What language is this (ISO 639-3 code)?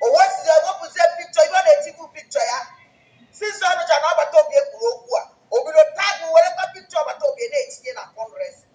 ibo